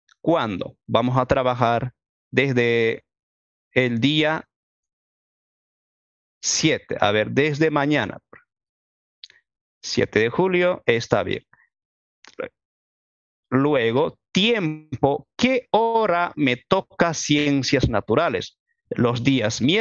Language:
Spanish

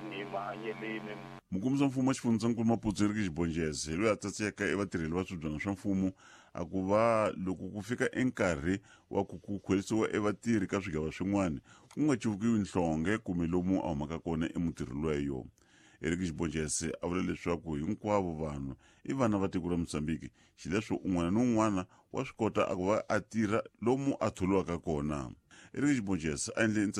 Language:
Tsonga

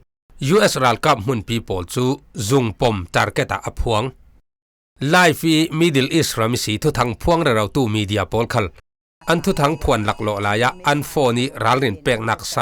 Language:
Falam Chin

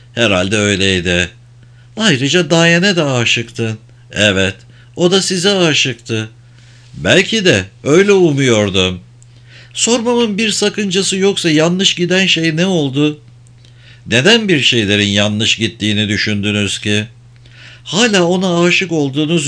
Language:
Turkish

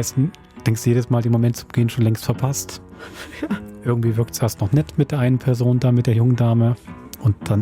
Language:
Swiss German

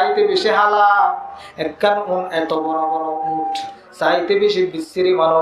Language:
Rohingya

